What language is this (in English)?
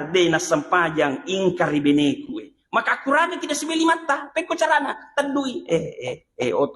Buginese